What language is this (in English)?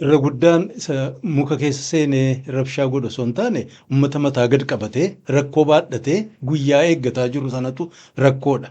Oromo